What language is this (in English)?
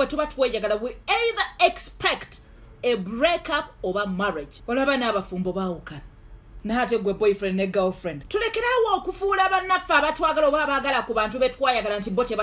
Ganda